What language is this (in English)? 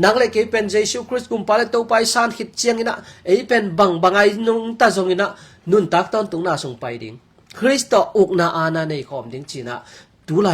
Tedim Chin